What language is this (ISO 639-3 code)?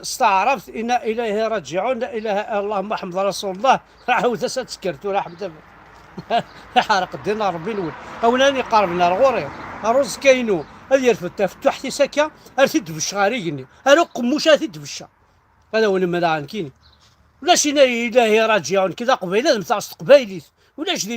kab